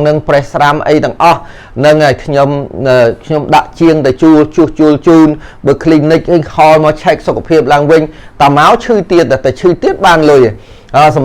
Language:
Khmer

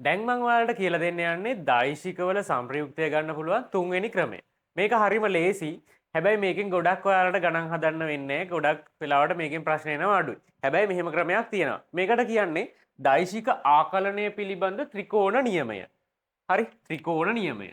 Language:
Sinhala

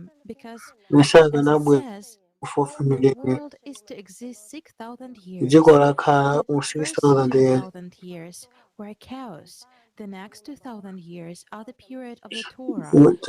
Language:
Nyanja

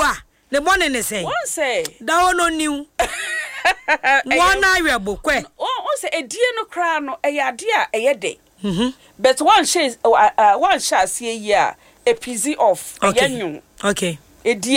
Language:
Akan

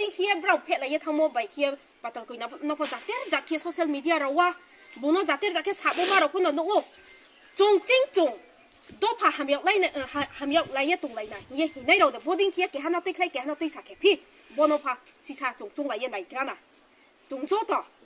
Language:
Riang (India)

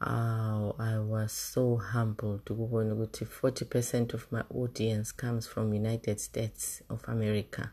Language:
North Ndebele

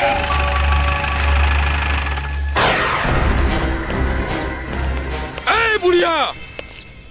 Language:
Bhojpuri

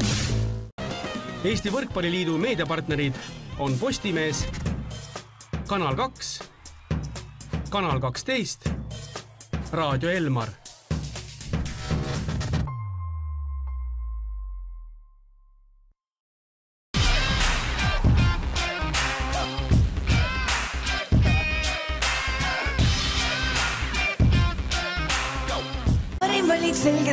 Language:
Estonian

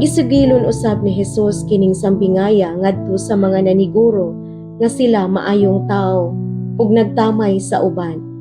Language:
Cebuano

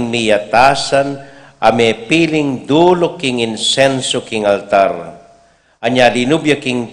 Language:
Pampanga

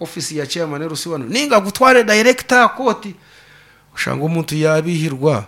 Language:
Nyankole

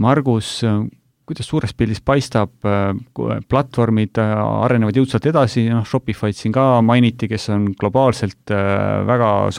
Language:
Estonian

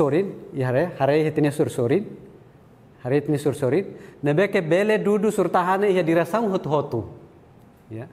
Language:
Tetum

